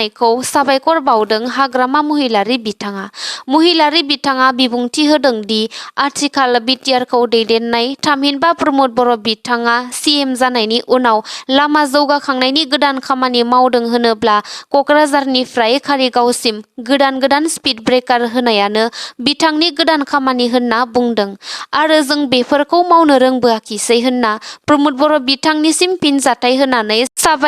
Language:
Bodo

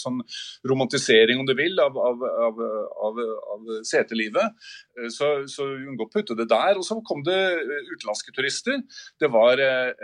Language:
Norwegian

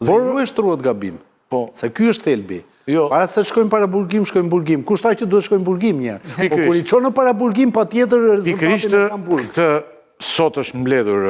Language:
Albanian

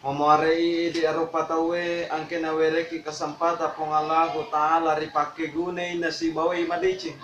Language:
Buginese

